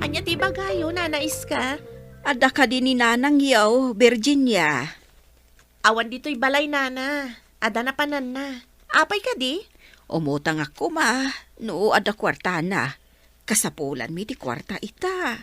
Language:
Iloko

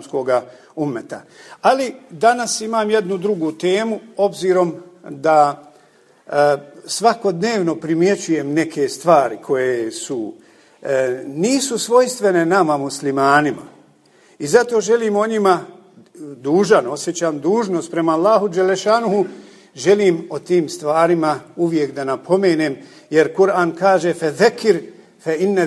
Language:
Bosnian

